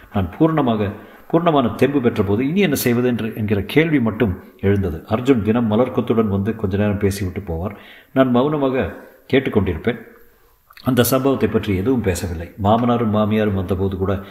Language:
Tamil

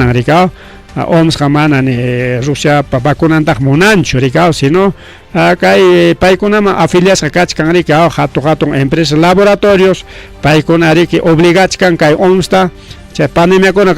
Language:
Ayacucho Quechua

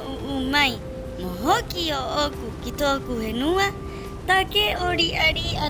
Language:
Rapanui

